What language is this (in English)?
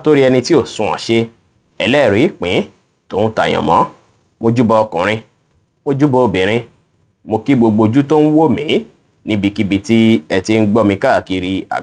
Yoruba